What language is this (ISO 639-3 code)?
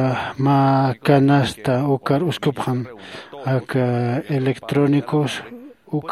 aym